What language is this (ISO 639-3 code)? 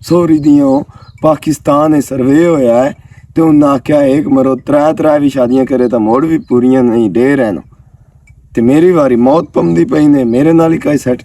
lah